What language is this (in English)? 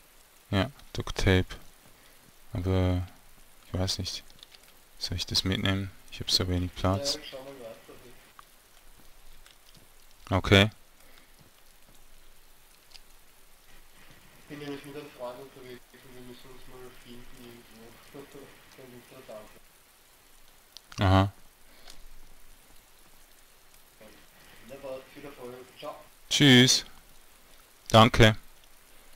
German